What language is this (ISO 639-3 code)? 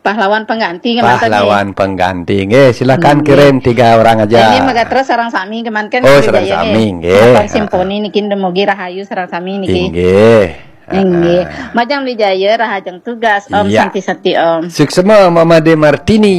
ban